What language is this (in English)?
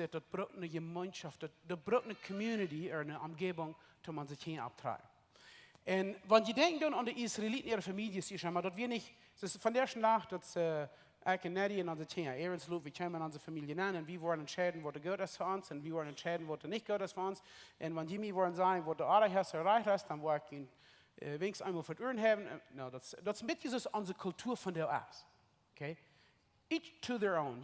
Plautdietsch